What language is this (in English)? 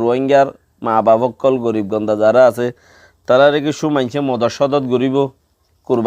Rohingya